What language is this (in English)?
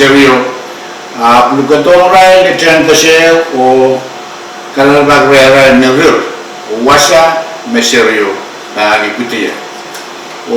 Pohnpeian